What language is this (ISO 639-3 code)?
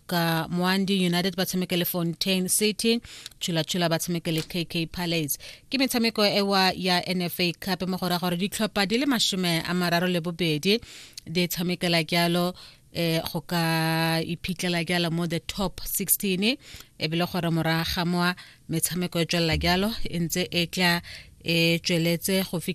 tsn